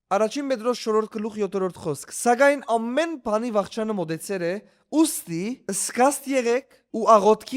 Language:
Western Armenian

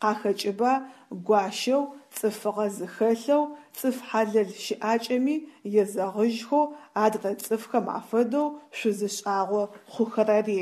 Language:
Adyghe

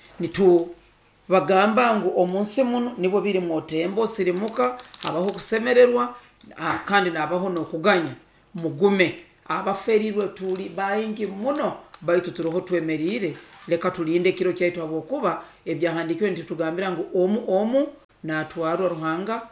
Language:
Nyoro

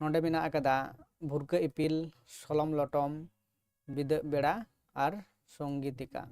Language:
Santali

